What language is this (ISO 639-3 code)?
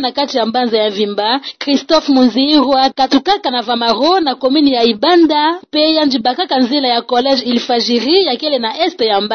ktu